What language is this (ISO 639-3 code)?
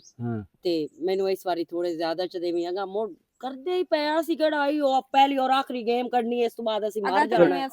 lah